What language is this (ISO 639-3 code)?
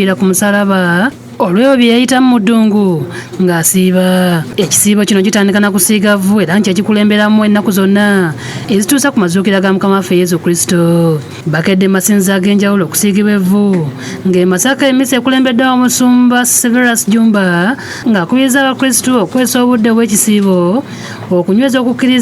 lug